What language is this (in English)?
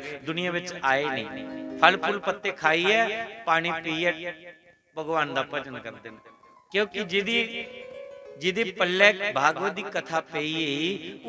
Dogri